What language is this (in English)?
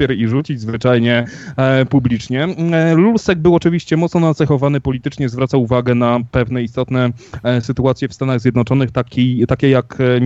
Polish